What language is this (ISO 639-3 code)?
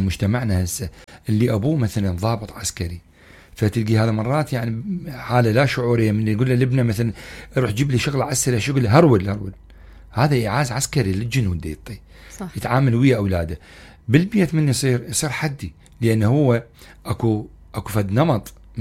acm